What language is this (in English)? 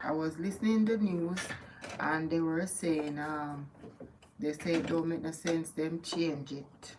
Jamaican Creole English